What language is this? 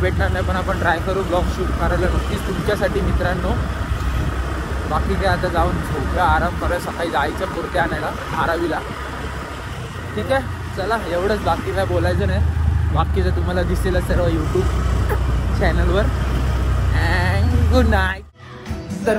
Marathi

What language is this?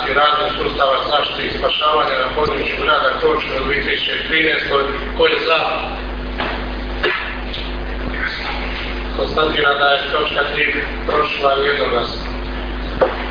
Croatian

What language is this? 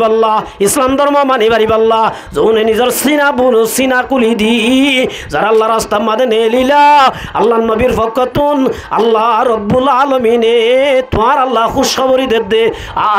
Rohingya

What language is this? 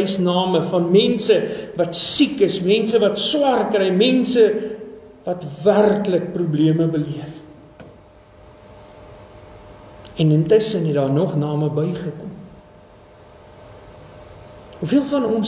Afrikaans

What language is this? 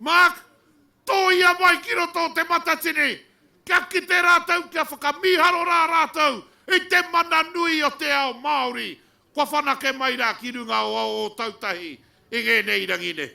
Māori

